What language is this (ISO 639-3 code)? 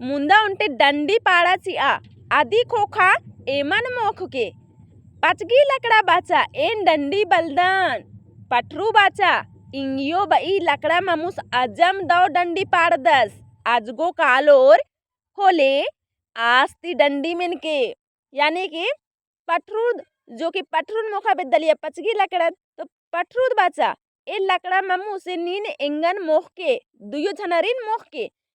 kru